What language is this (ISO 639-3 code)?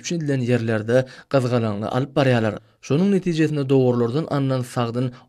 tuk